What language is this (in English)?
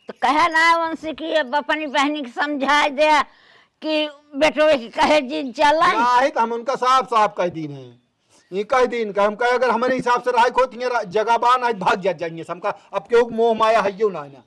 Awadhi